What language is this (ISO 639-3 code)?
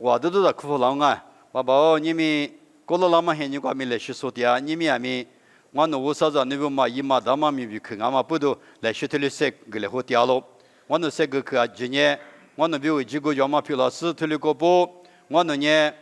lis